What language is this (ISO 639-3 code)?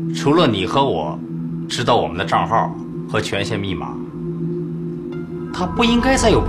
zho